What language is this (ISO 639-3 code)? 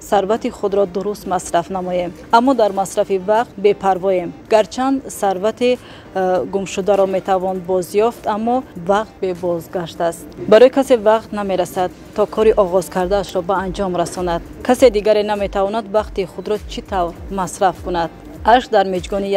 tgk